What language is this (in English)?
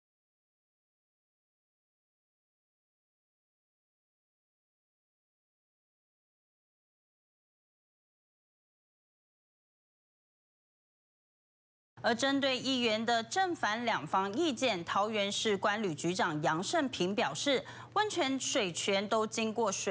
Chinese